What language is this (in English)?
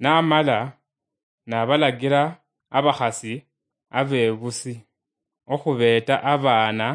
Luyia